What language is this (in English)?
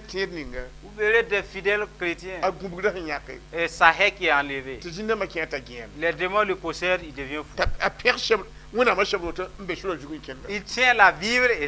Mossi